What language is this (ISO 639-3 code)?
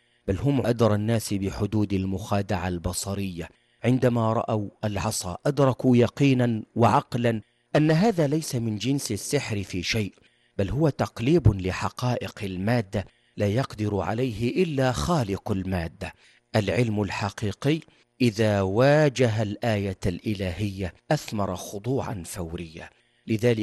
ara